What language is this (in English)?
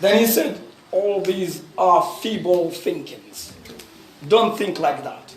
Pular